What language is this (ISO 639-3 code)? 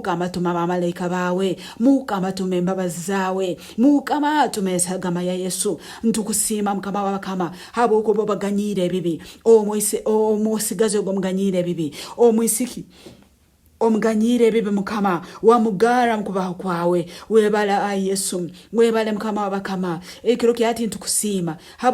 nyn